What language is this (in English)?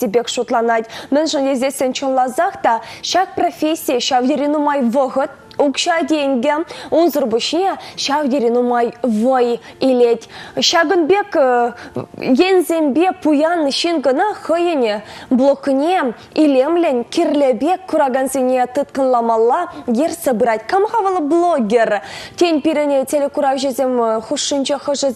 Chuvash